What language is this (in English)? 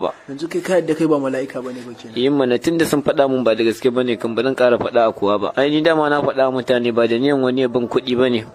Hausa